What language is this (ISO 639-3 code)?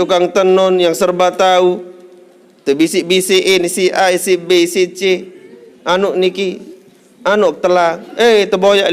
sas